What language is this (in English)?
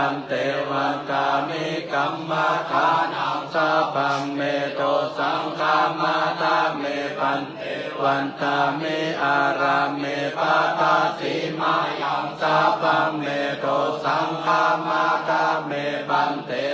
Pali